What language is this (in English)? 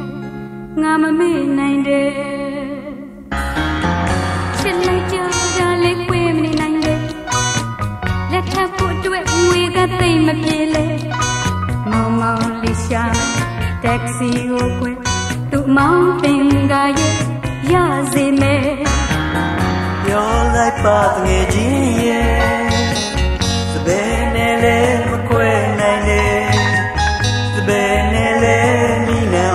Burmese